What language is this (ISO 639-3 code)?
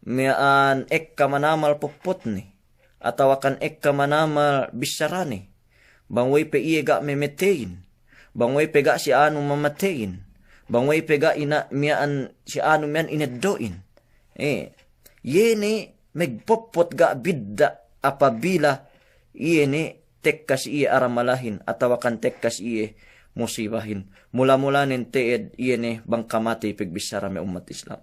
yka